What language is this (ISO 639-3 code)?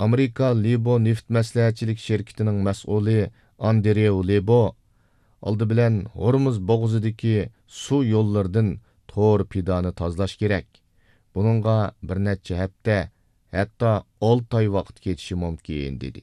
uig